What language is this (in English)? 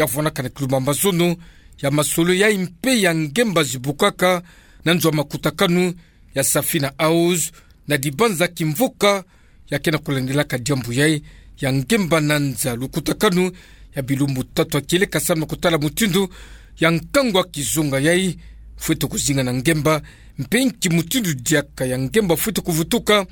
Kituba (Democratic Republic of Congo)